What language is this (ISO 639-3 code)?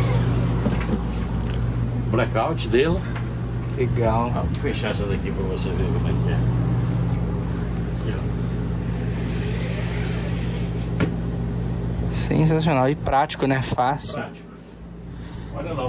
por